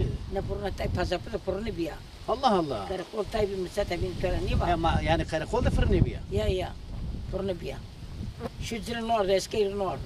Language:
Zaza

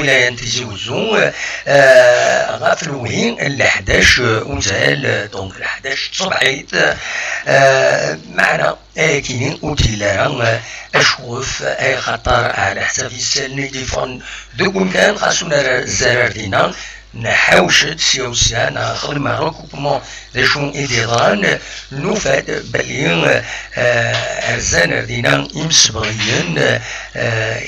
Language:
Kabyle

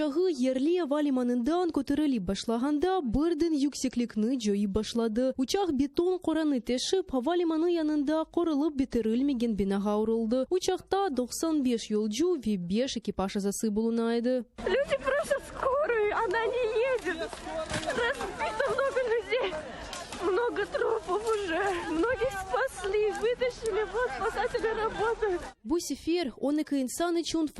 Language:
Crimean Tatar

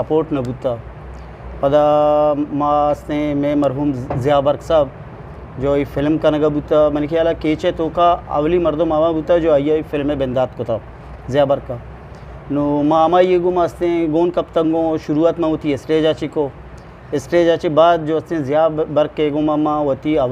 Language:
Eastern Balochi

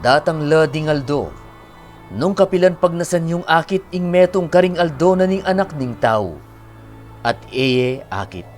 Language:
Pampanga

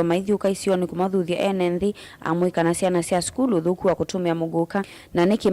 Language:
Kamba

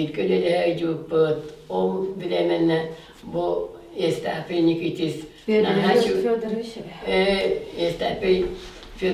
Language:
Yakut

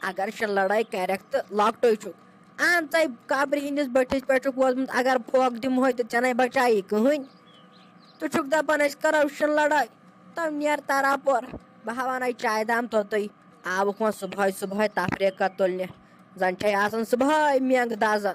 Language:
Kashmiri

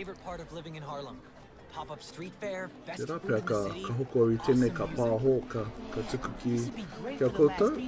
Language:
Māori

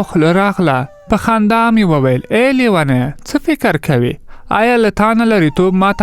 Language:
Pashto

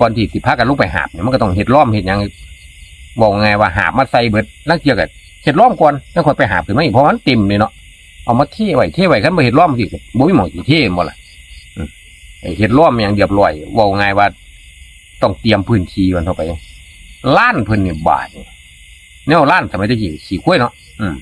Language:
Northeastern Thai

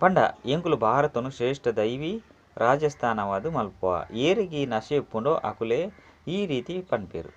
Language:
Tulu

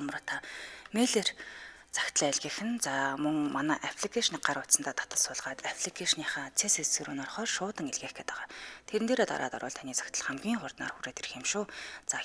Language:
Mongolian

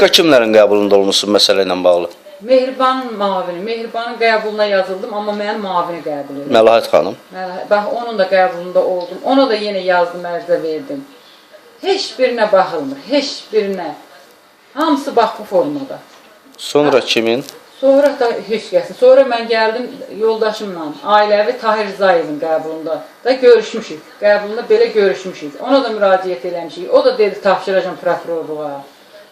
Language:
Azerbaijani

